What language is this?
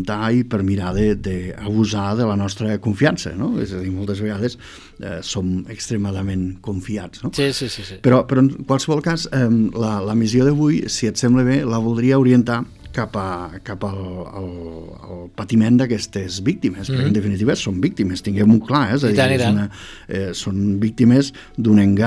Catalan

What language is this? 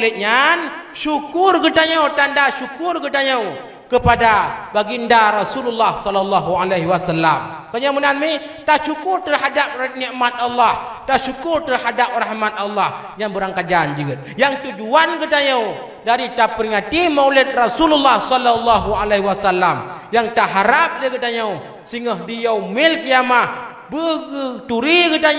Achinese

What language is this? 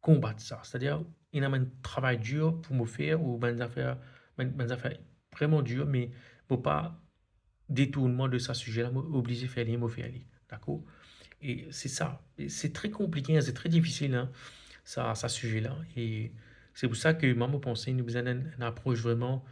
Morisyen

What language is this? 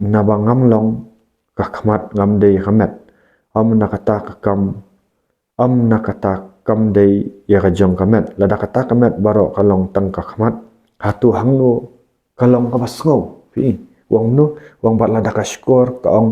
Khasi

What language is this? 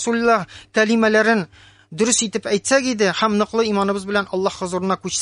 Tatar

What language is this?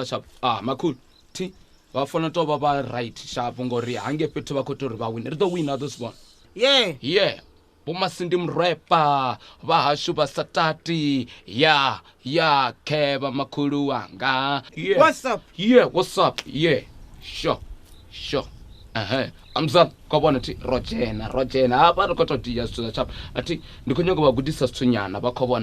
Venda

